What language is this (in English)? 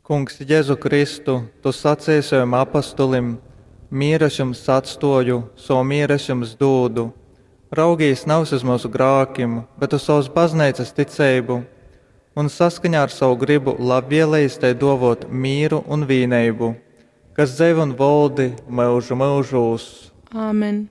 Latgalian